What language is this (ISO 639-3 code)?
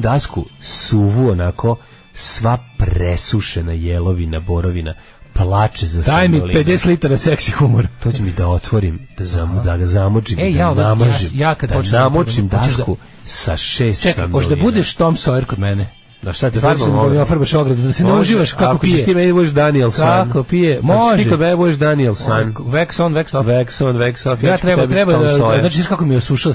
srp